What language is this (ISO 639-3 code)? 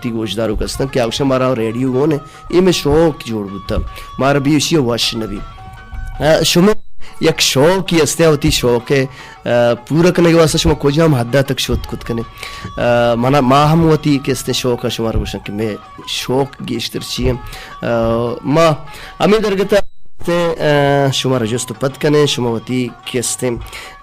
bal